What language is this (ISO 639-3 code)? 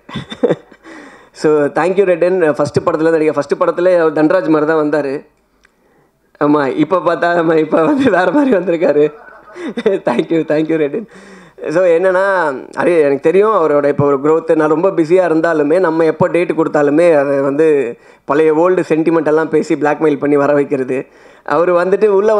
tam